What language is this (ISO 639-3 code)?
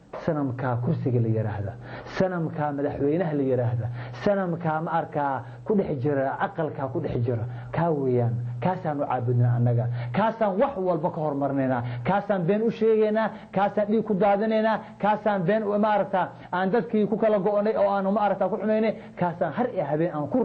som